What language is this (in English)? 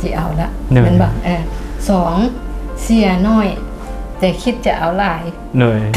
Lao